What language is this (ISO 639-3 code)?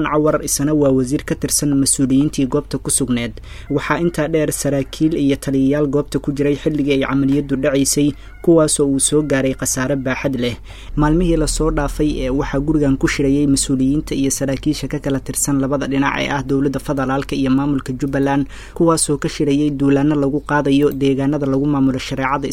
som